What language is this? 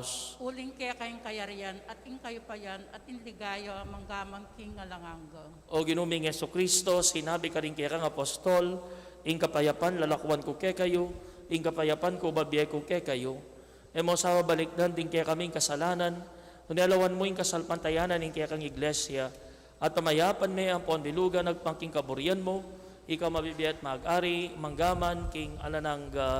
Pampanga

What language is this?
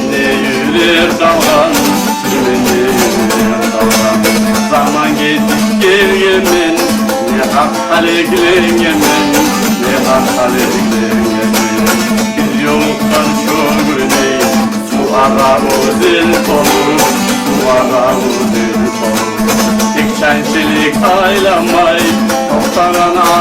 Kumyk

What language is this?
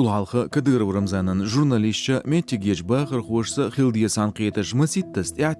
Chechen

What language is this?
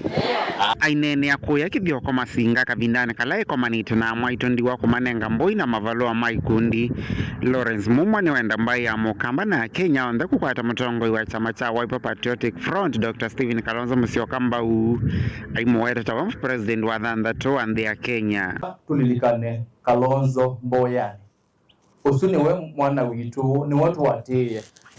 Kamba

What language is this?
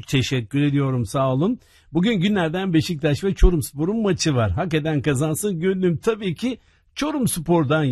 Turkish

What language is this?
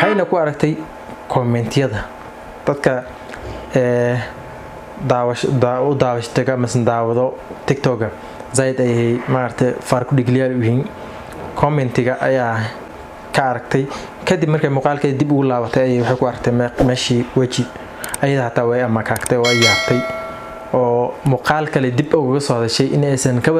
Somali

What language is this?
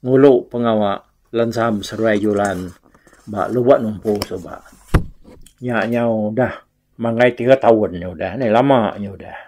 Iban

